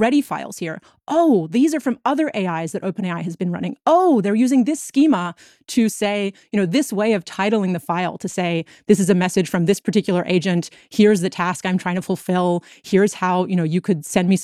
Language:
English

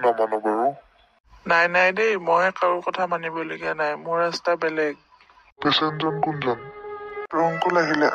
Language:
Assamese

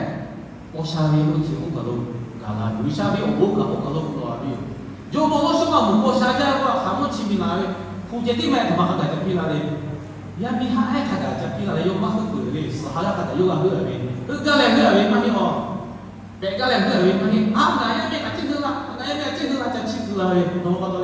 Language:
Lahu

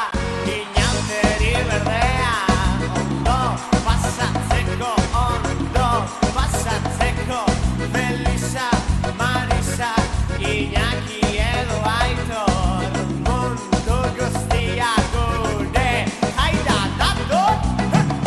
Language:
Basque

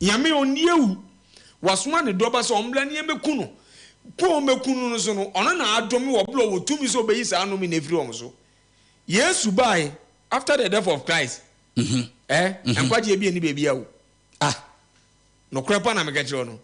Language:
Akan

